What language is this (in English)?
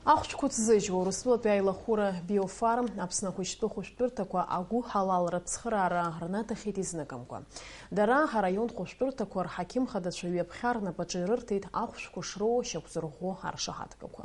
Abkhazian